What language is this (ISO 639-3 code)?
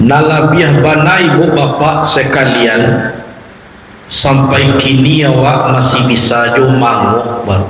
min